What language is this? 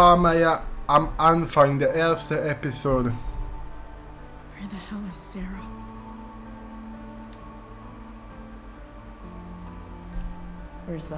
German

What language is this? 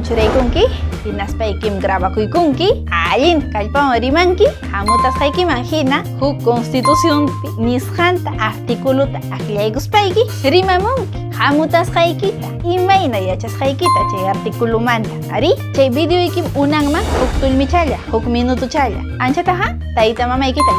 Ayacucho Quechua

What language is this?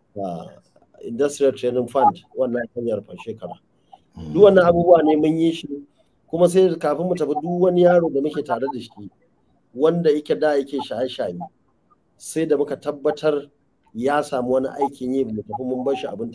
Hausa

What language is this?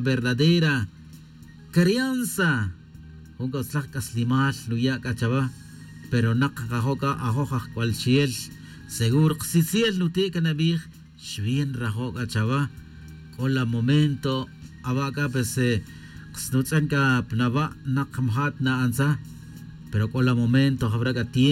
Tz'utujil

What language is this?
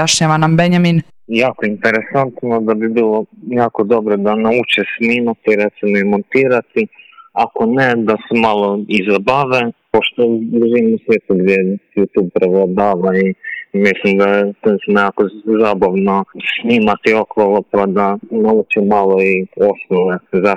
Croatian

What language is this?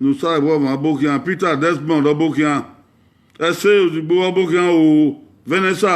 Bini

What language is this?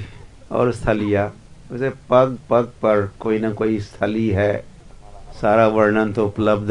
Hindi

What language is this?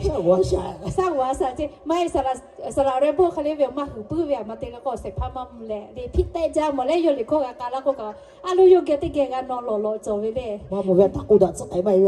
Lahu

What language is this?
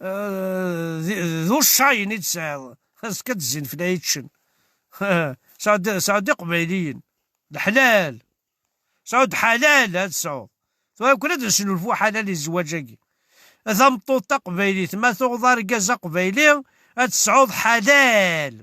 Kabyle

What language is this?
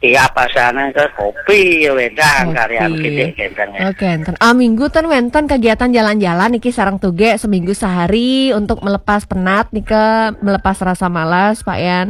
Balinese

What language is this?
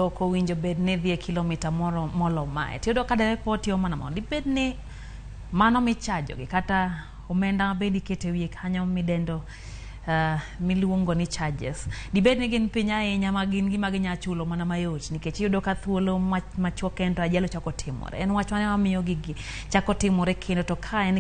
Luo (Kenya and Tanzania)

